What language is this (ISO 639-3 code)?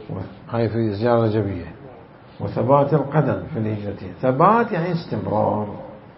acm